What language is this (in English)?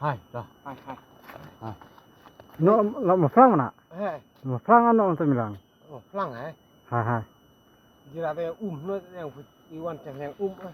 Khasi